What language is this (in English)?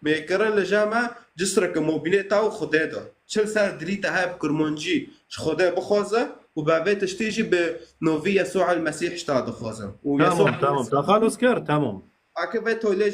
Kurdish